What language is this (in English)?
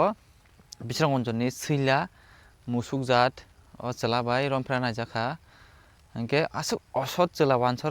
Kok Borok